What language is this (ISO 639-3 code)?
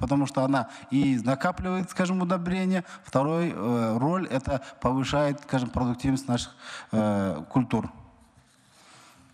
kaz